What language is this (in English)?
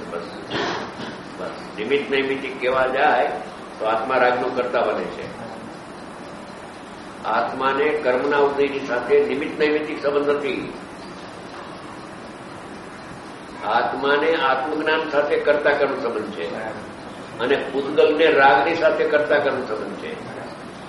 Gujarati